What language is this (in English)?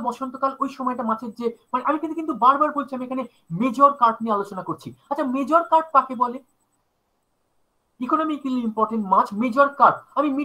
Bangla